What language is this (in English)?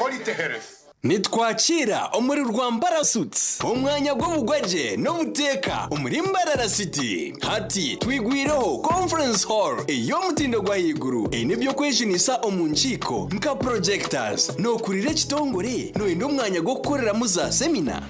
Nyankole